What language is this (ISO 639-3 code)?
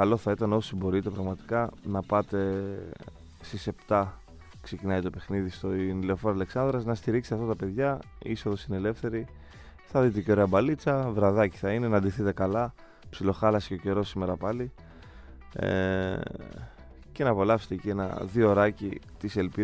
ell